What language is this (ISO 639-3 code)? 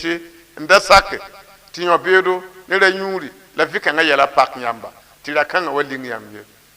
mos